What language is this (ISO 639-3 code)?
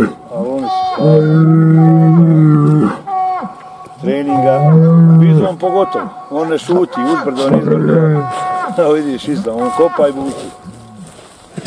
bos